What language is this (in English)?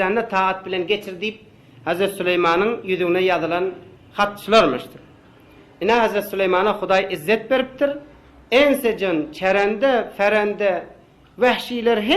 Turkmen